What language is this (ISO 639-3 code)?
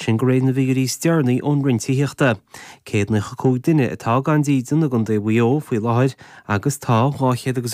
gle